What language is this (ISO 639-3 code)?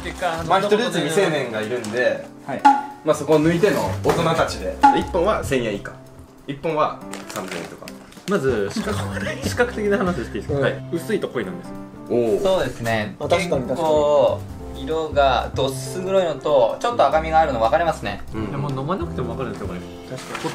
jpn